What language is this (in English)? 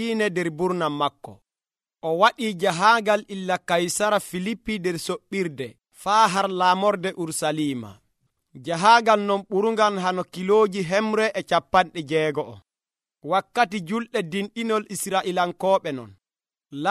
Nigerian Fulfulde